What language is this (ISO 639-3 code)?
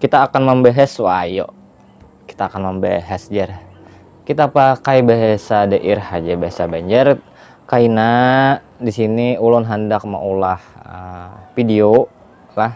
bjn